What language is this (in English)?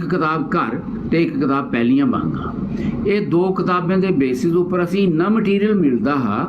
Dogri